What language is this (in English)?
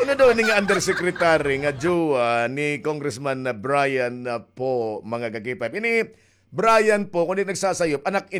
Waray